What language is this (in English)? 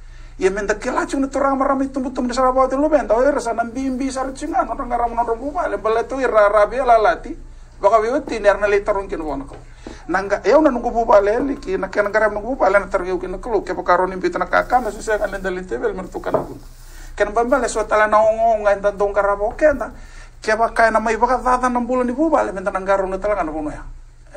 Fijian